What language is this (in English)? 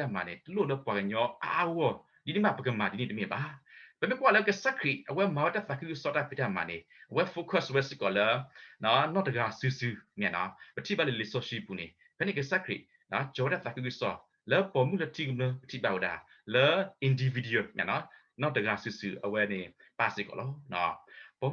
S'gaw Karen